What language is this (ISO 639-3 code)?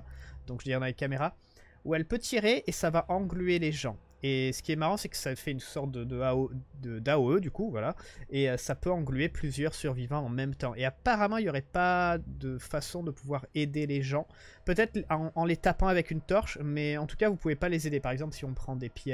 fra